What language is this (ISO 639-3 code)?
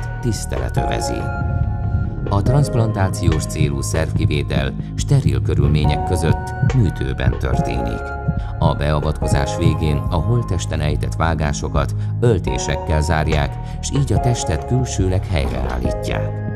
hun